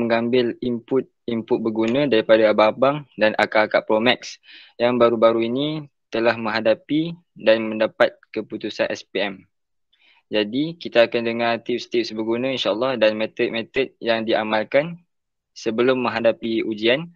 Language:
Malay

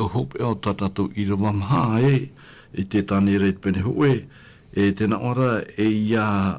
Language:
Tahitian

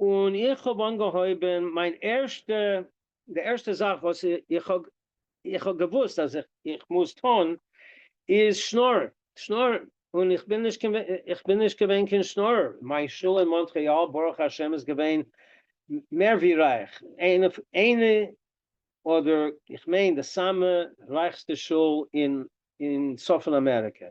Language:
Yiddish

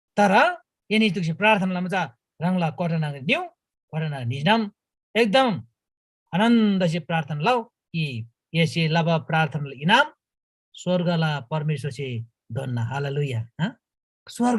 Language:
Eastern Tamang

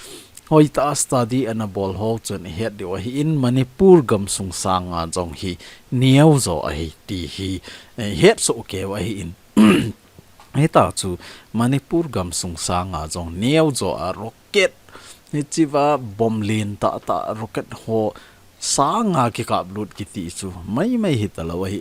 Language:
Thado Chin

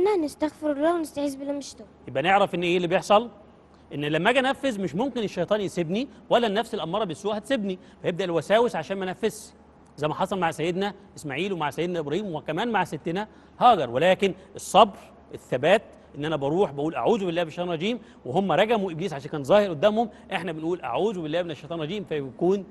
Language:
Egyptian Arabic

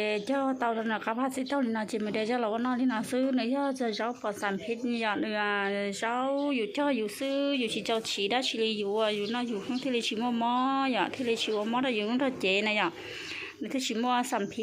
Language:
Hmong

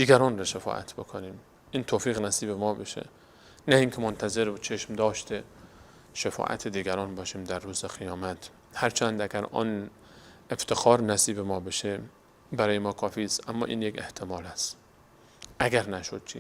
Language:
Persian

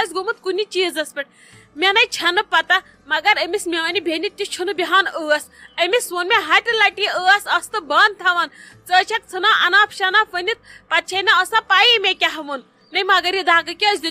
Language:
Kashmiri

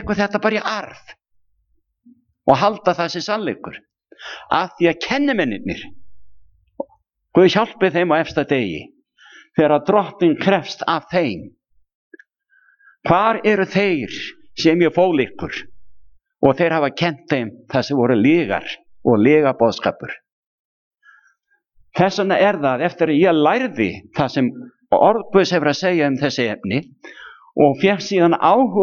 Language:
Icelandic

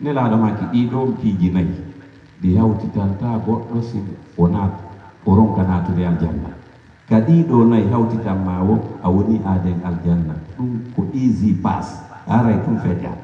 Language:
Pular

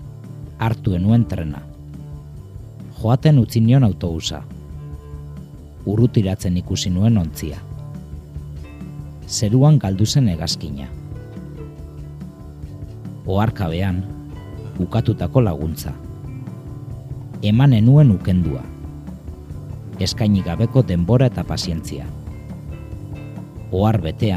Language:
Basque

